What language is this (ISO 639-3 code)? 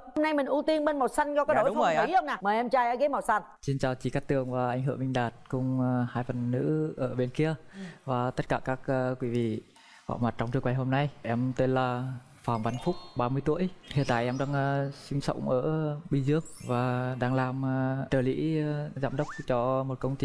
vie